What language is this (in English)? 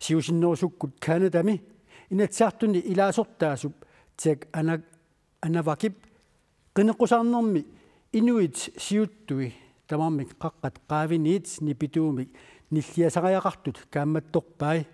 Kalaallisut